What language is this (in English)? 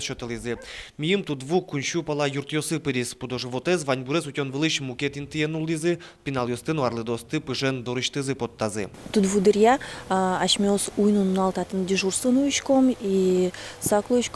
Udmurt